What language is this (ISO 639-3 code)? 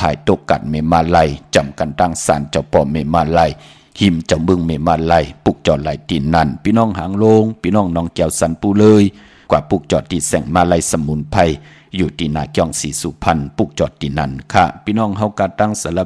shn